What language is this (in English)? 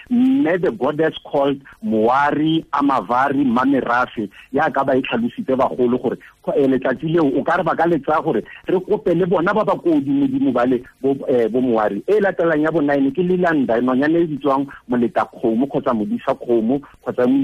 Tswana